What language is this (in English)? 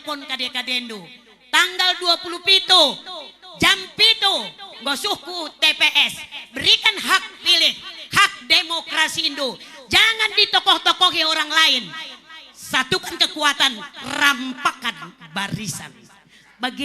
Batak Karo